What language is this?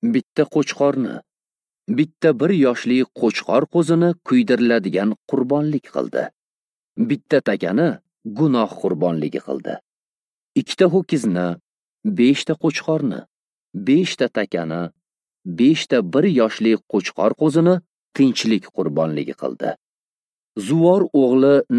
Uzbek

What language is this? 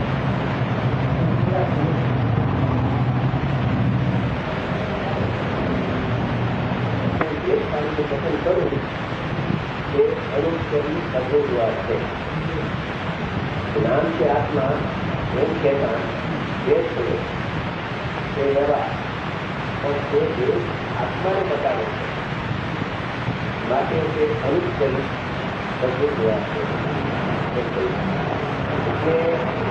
Gujarati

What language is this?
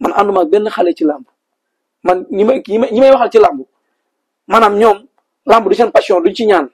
Wolof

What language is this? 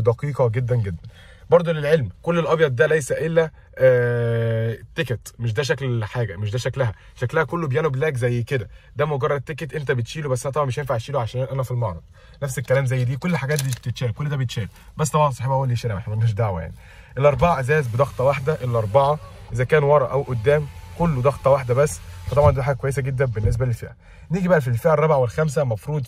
Egyptian Arabic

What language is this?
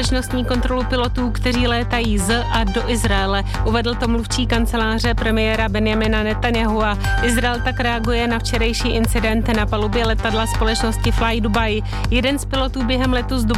Czech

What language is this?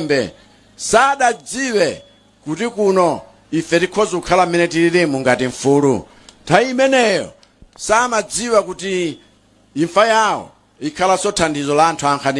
Nyanja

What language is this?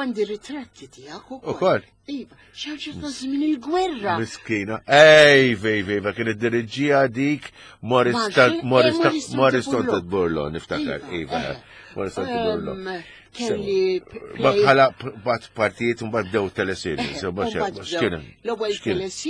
Maltese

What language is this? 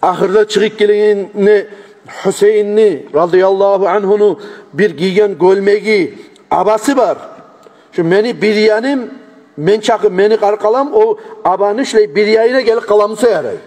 Kumyk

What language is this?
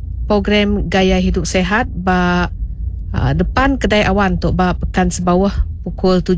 Iban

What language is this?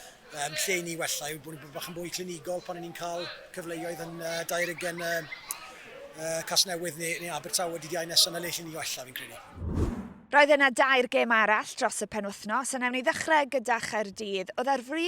Welsh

